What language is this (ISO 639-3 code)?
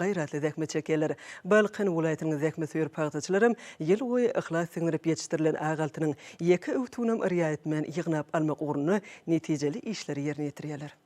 tuk